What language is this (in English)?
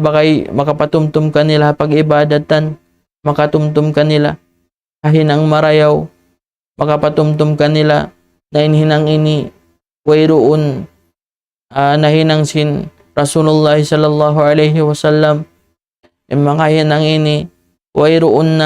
Tausug